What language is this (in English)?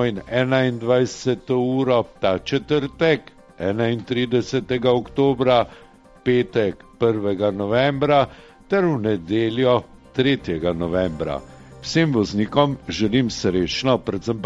Slovenian